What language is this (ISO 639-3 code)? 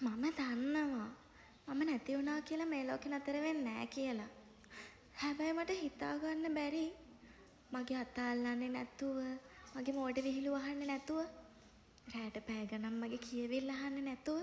sin